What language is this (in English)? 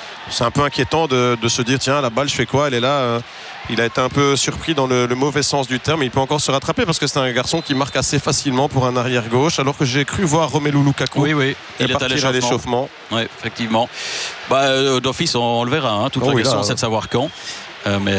French